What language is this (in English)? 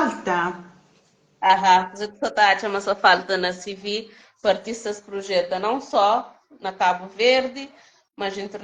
Kabuverdianu